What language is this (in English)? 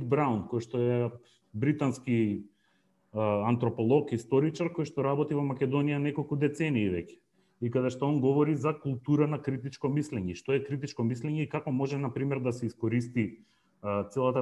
Macedonian